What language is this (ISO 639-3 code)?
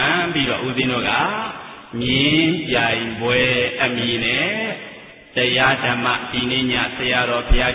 mya